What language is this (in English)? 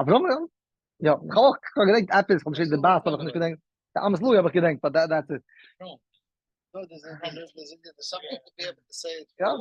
Yiddish